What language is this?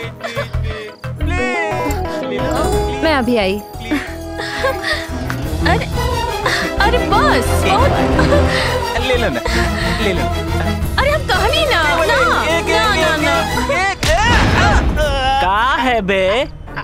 Bhojpuri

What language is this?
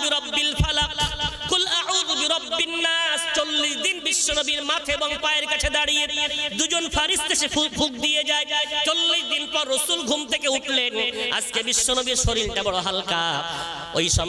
Bangla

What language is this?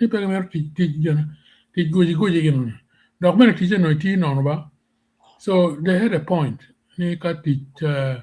Acoli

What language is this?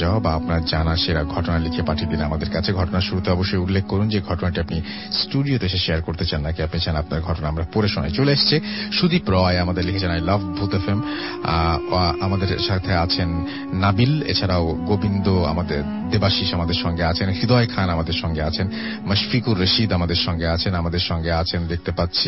Bangla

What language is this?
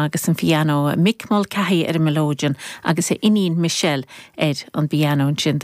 Irish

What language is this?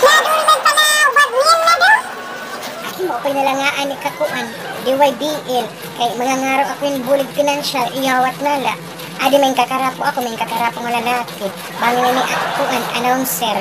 Waray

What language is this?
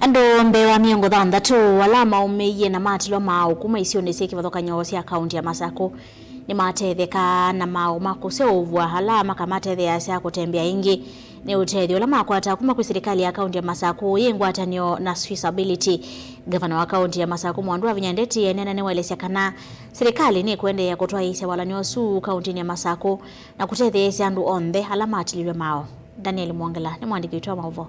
Kamba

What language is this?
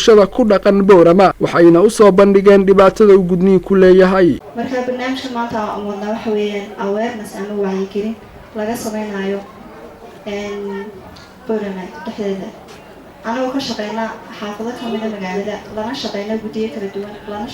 Somali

